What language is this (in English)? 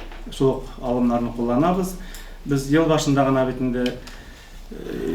Tatar